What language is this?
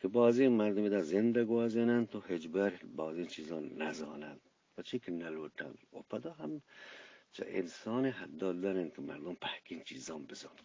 Eastern Balochi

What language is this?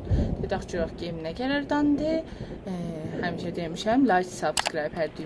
South Azerbaijani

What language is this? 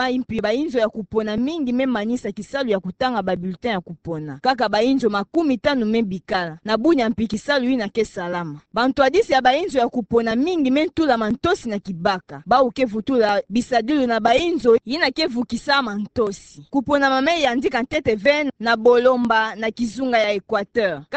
Kituba (Democratic Republic of Congo)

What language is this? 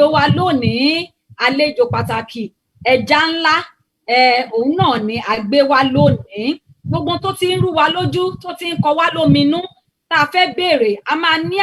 Yoruba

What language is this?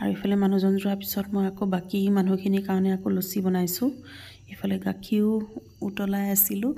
Assamese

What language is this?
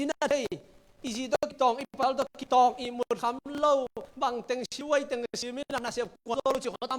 Tedim Chin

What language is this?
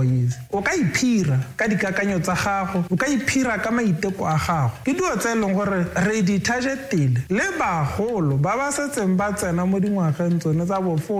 Tswana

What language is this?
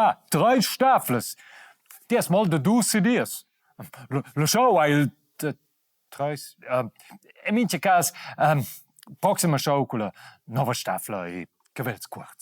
Romansh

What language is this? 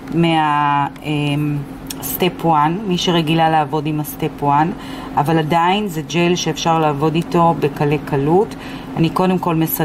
Hebrew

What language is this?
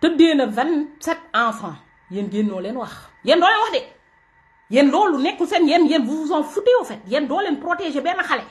Wolof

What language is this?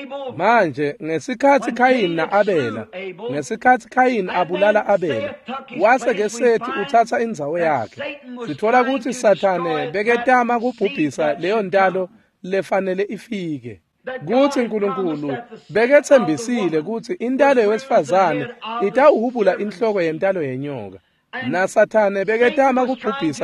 Swati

